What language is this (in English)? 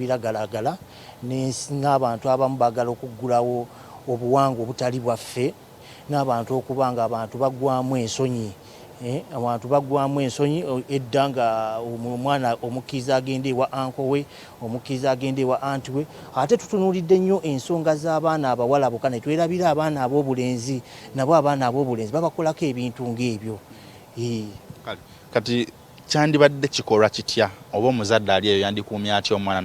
Ganda